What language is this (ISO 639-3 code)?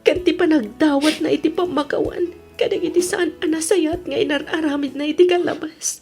ilo